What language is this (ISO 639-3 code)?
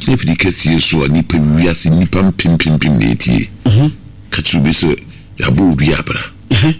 aka